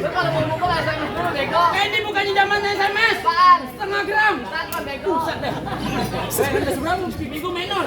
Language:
Betawi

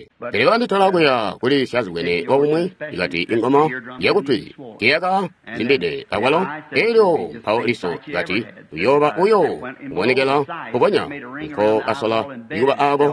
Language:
Tonga (Zambia)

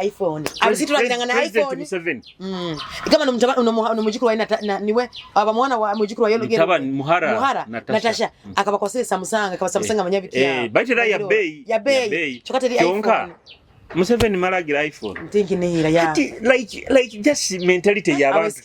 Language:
Nyoro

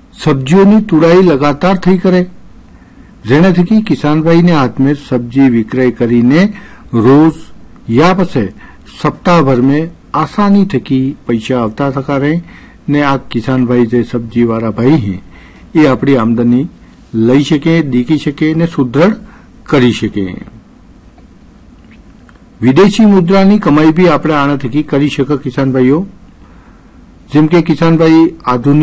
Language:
Gujarati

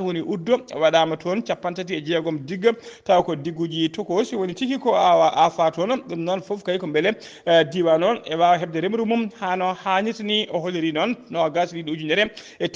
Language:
Fula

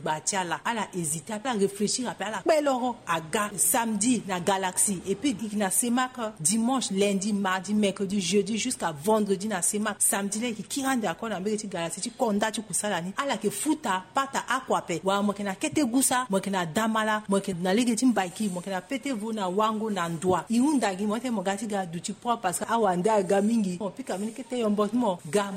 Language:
Sango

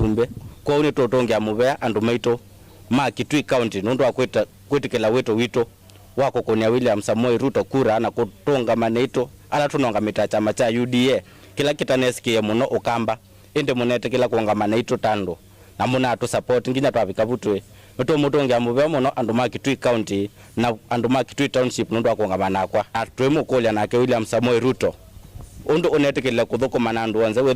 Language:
Kamba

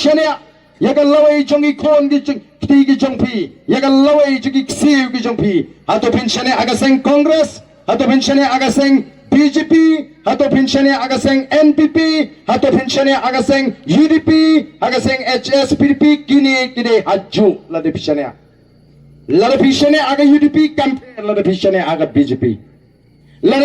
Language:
Khasi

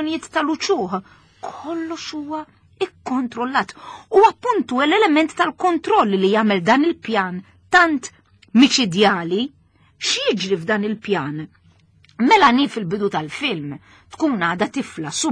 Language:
Maltese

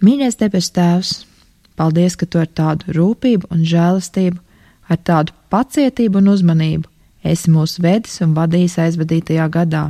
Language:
Latvian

